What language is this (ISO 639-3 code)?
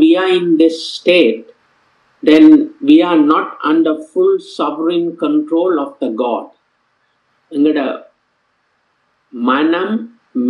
tam